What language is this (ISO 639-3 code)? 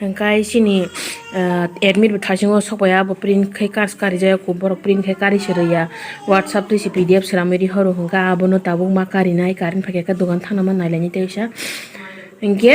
trp